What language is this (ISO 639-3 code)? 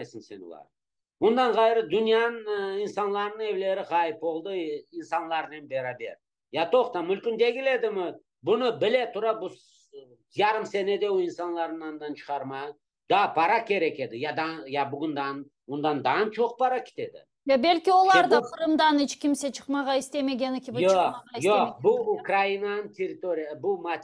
crh